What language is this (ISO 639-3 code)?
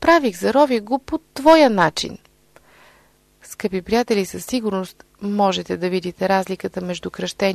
bul